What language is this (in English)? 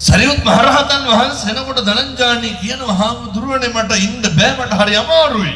Sinhala